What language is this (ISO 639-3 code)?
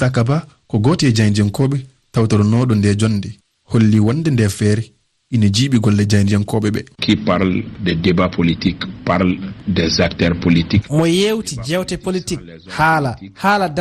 ful